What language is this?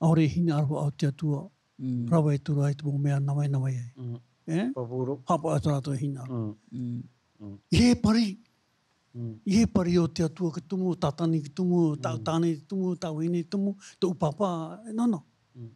Tahitian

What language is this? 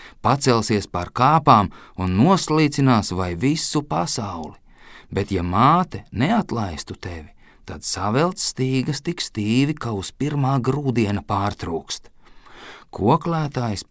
Latvian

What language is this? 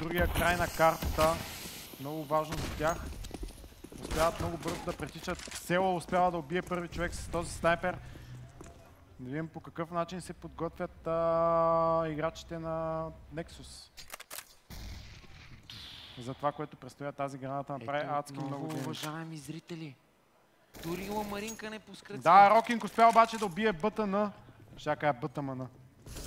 Bulgarian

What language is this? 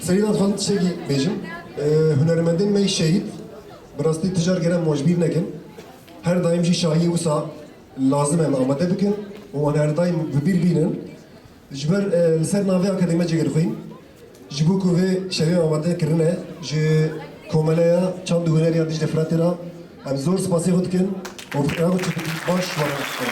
Kurdish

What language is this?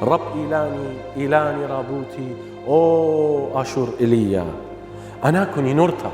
Assyrian Neo-Aramaic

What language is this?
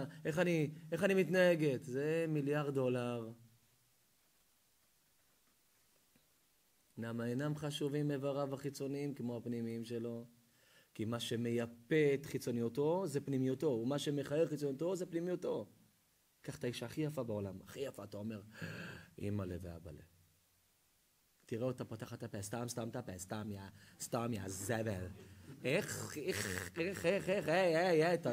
Hebrew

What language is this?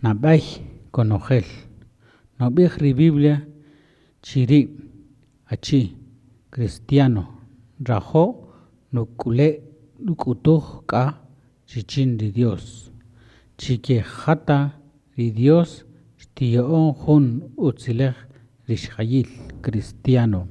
Kaqchikel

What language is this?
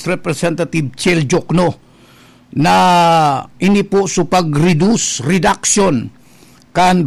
Bikol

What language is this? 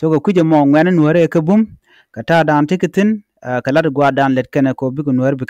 Nuer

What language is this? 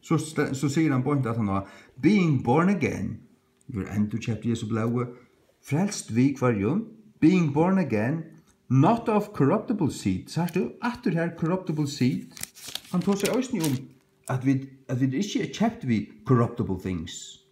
Faroese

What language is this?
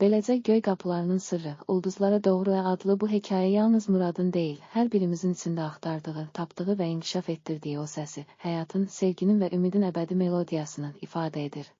Azerbaijani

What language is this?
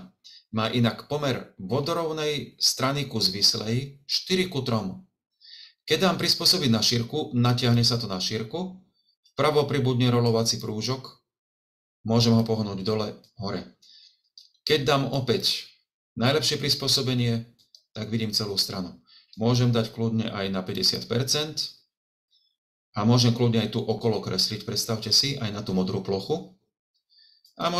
Slovak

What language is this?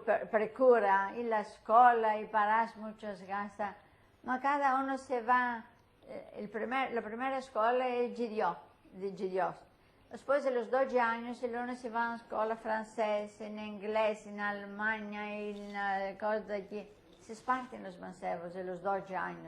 Ladino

